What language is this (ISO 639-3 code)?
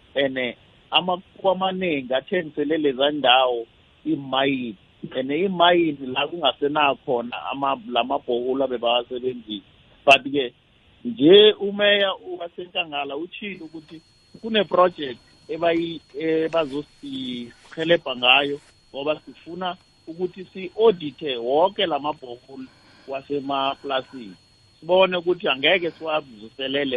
nbl